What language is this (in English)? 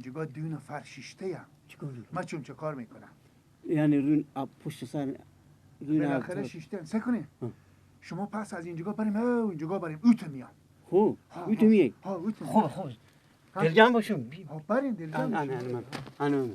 Persian